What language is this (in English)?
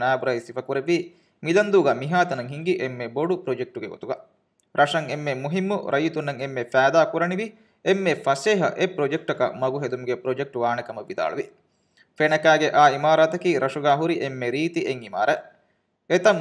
Divehi